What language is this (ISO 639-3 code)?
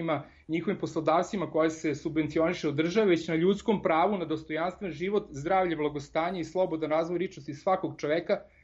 srp